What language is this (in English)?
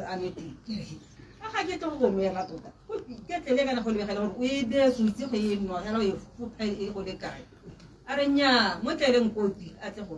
Tswana